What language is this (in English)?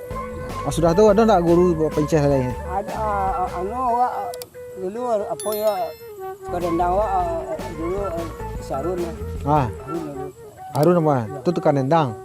Minangkabau